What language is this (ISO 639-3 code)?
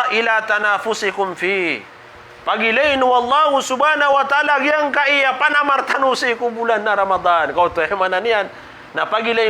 mrw